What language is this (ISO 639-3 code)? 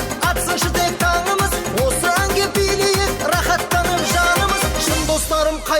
kaa